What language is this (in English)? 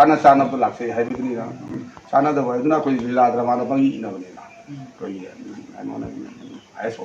Manipuri